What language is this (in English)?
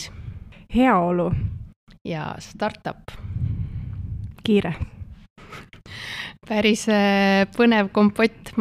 Estonian